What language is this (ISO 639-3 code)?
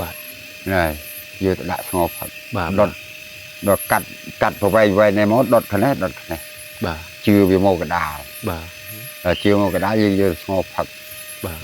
khm